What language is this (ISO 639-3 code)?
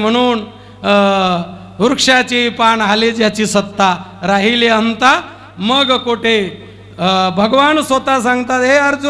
mar